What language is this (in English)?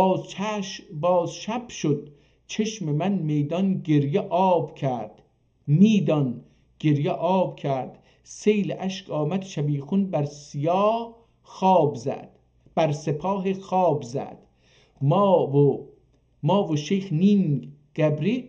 South Azerbaijani